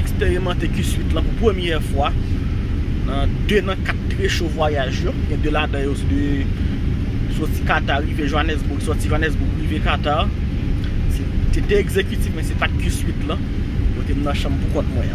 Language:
Haitian Creole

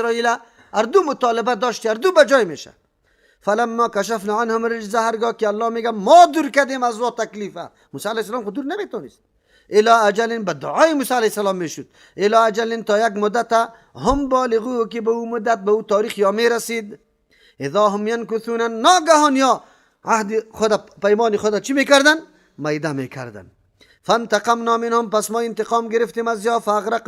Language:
Persian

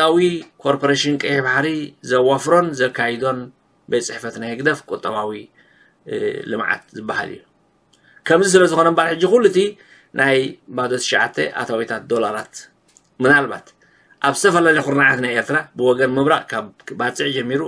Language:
Tigrinya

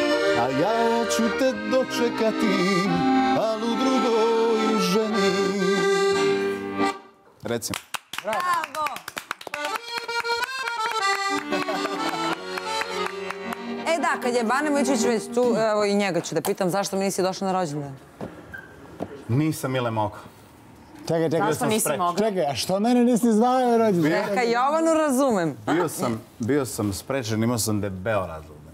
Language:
Serbian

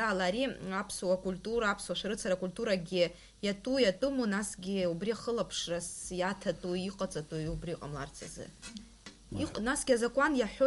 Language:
Abkhazian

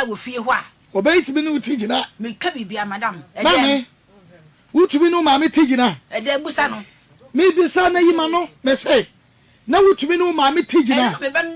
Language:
Akan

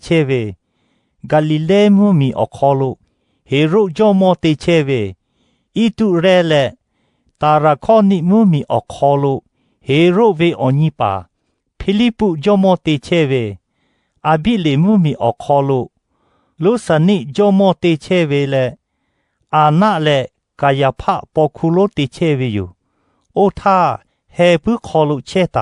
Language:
Lahu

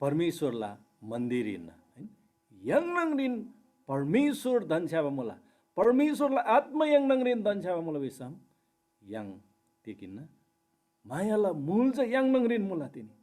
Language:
Eastern Tamang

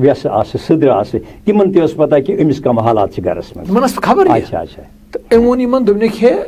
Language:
Kashmiri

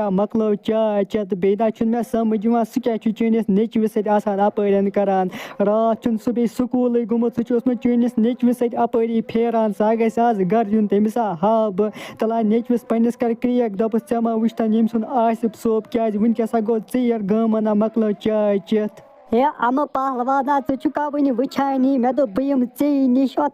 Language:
Kashmiri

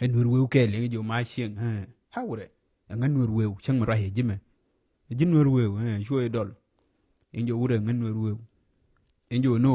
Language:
Nuer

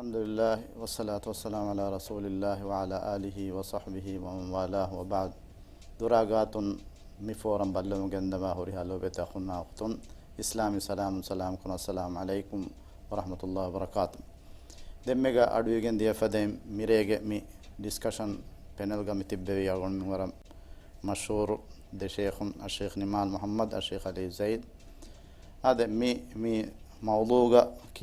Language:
Divehi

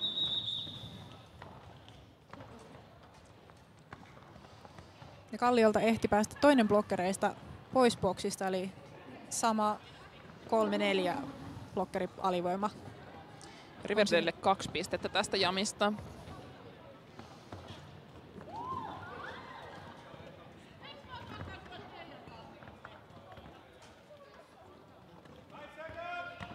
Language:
Finnish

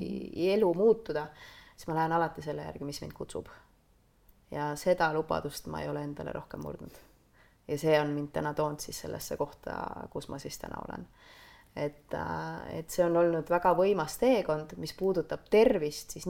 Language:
Estonian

